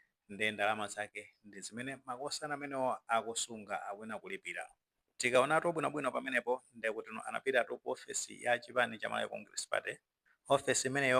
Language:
Nyanja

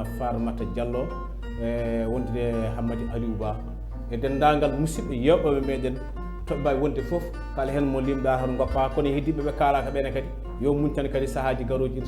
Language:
Fula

